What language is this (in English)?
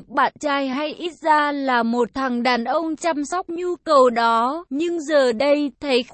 Vietnamese